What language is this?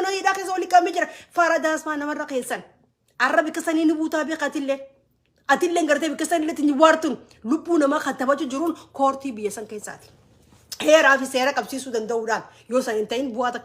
Oromo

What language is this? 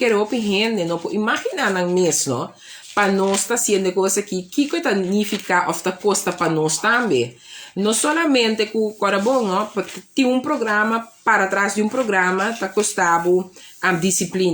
Papiamento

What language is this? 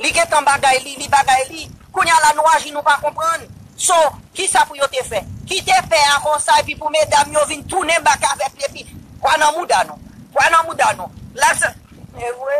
Haitian Creole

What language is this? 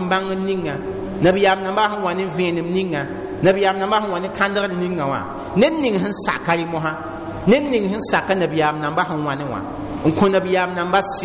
Mossi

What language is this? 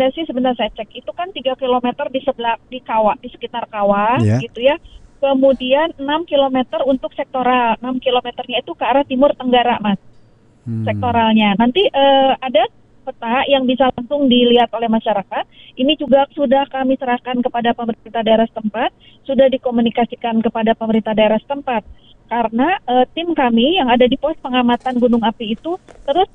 Indonesian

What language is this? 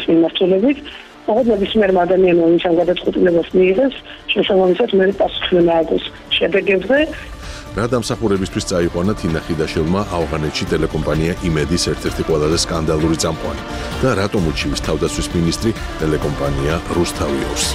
Georgian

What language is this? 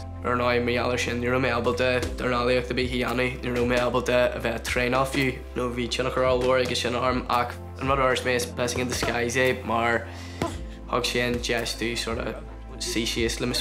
Irish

